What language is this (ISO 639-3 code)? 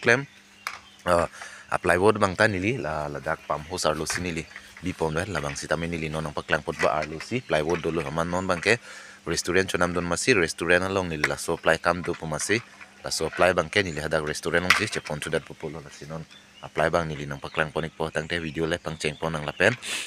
mjw